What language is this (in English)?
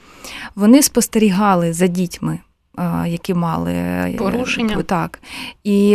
Ukrainian